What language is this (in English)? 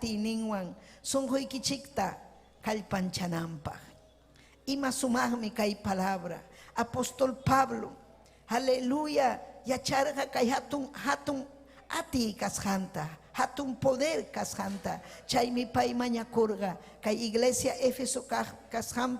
Ayacucho Quechua